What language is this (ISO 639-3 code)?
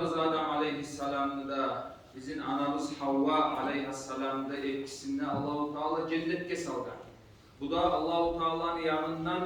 kum